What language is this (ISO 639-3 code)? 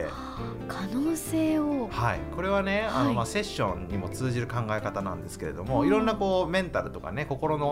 jpn